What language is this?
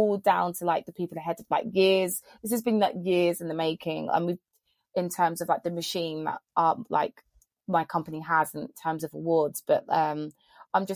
English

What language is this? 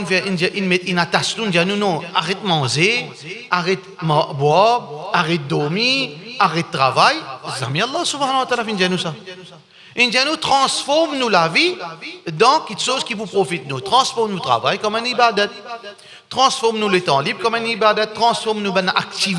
Morisyen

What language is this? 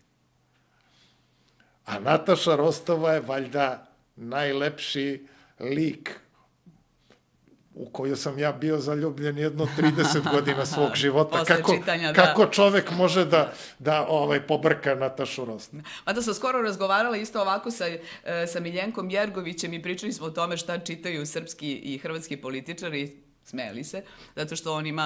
Serbian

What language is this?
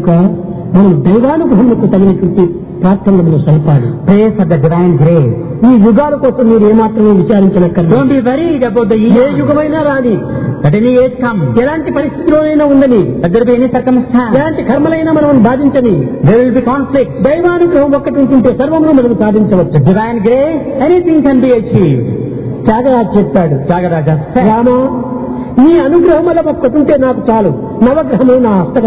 Telugu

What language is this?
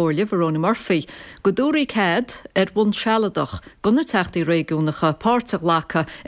Irish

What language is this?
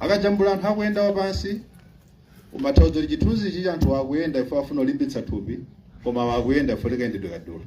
Nyanja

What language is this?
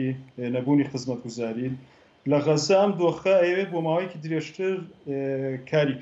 Central Kurdish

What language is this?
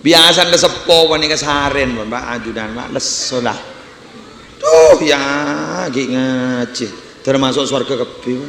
Madurese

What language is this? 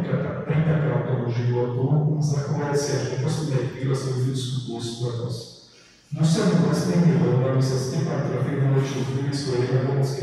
Slovak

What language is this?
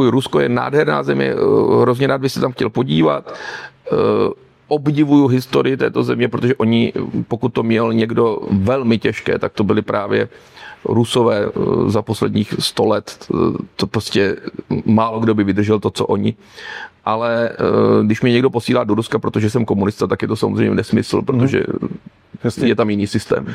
Czech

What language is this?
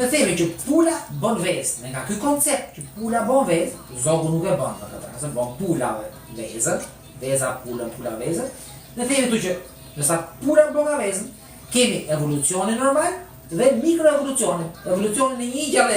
Albanian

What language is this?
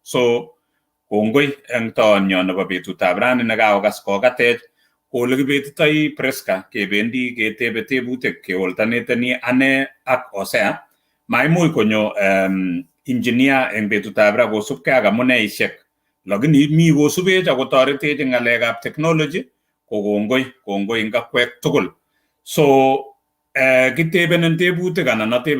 Kalenjin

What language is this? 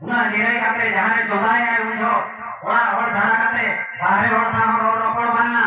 Santali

